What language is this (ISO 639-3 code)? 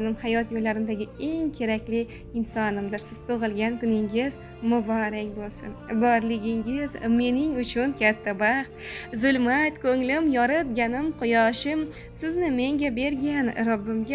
uzb